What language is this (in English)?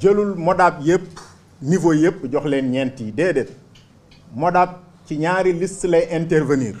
Wolof